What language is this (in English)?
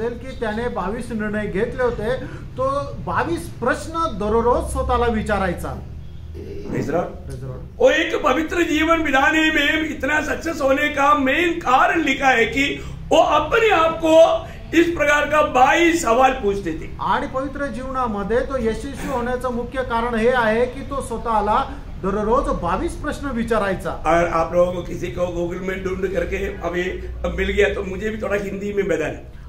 Marathi